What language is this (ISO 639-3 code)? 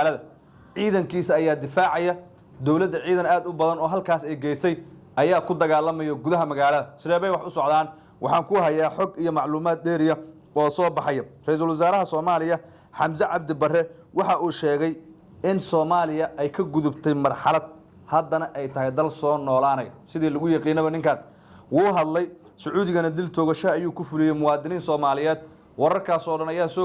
som